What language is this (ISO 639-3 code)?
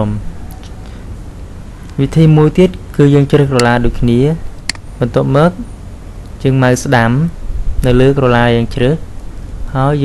khm